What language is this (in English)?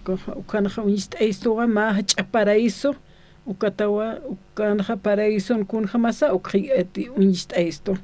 Aymara